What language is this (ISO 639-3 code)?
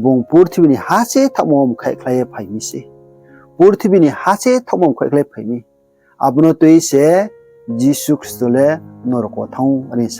ria